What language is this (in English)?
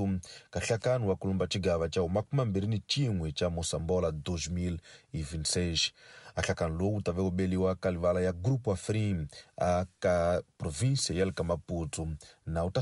Tsonga